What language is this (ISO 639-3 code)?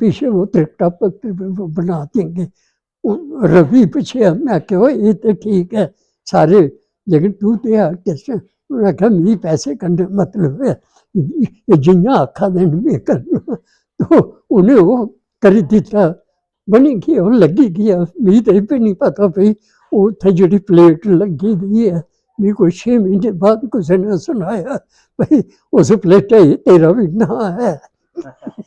doi